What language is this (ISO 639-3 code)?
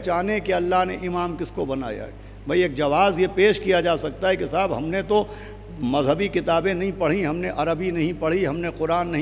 urd